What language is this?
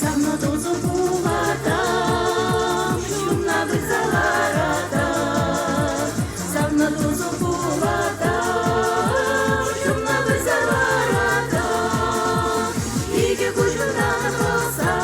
Chuvash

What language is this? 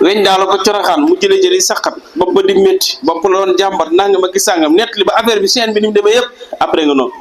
Wolof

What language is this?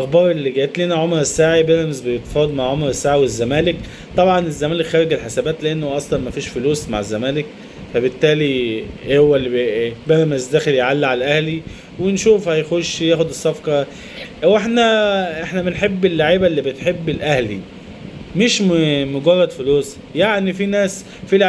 Egyptian Arabic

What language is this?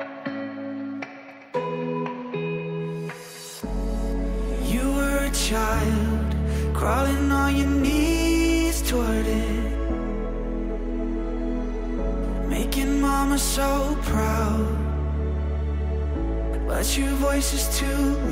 English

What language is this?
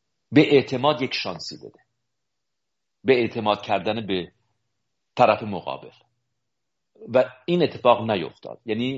Persian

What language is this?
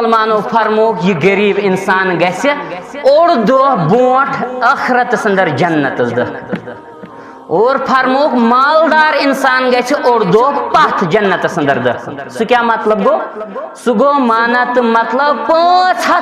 Kashmiri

